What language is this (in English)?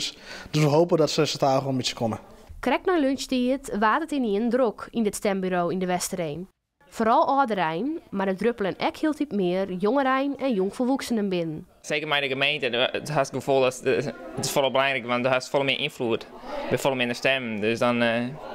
Western Frisian